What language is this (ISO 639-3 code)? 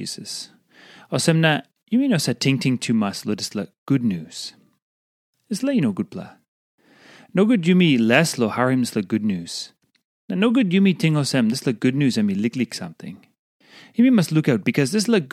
tpi